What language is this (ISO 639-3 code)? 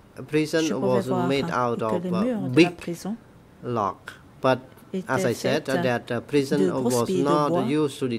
fra